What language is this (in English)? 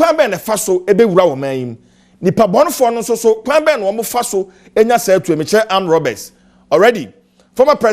Akan